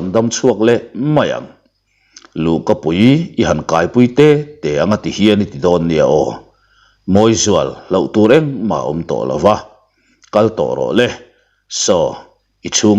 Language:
Mizo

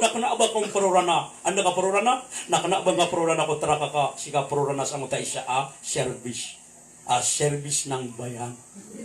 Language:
Maranao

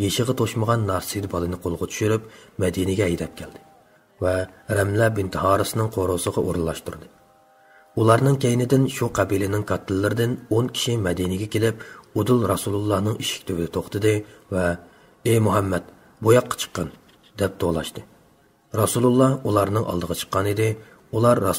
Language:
Uyghur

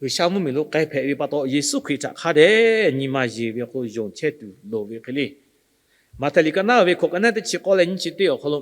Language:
Lahu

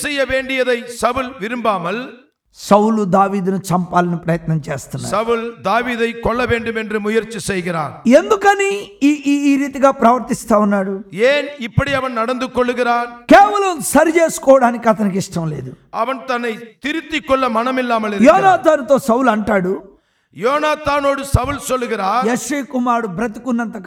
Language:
Tamil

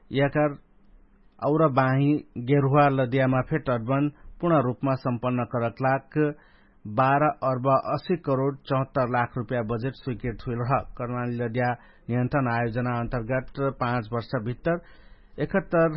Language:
Dangaura Tharu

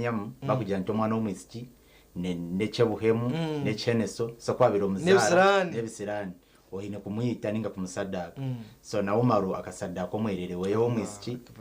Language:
Nyankole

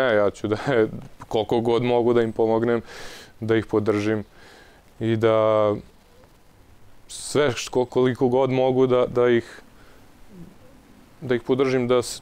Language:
Serbian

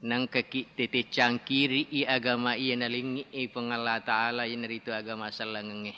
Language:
Buginese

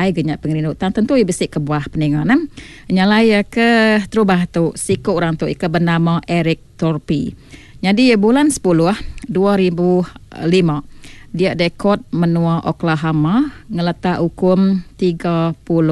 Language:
Iban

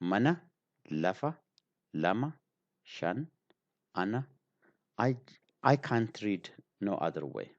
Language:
English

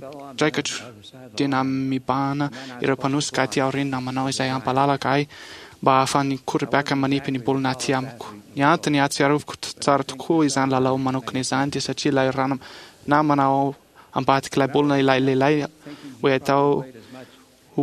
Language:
Malagasy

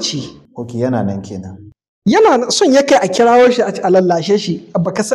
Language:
Hausa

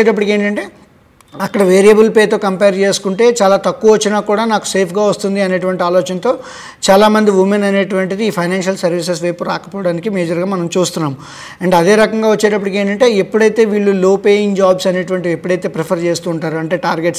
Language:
Telugu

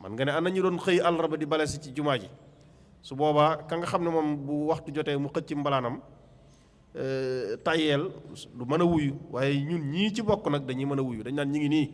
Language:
Wolof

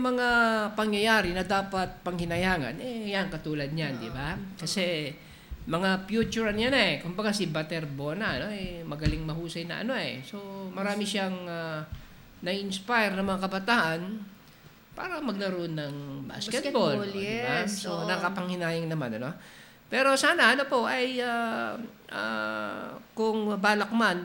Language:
Filipino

